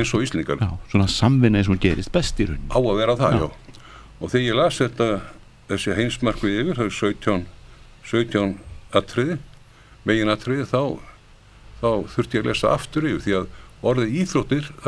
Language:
Icelandic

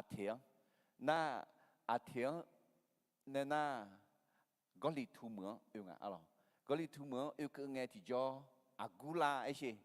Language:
Akha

